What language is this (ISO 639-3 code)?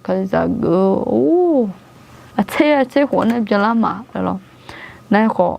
ahk